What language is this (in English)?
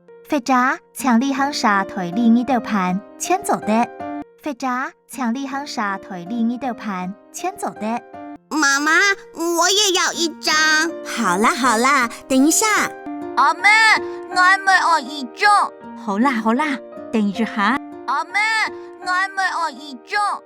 Hakka Chinese